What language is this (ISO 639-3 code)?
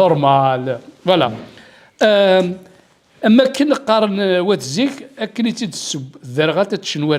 kab